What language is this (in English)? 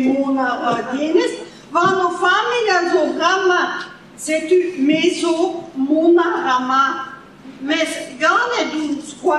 Breton